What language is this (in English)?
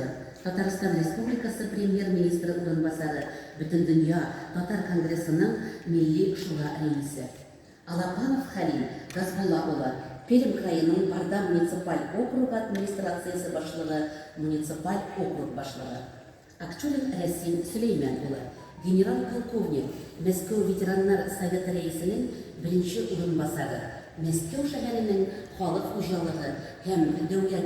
Tatar